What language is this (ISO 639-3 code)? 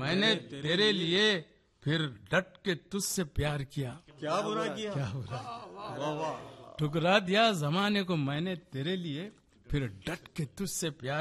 urd